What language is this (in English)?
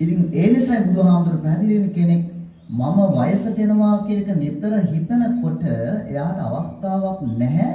Sinhala